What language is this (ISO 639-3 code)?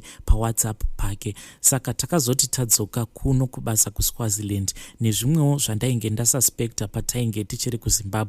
sna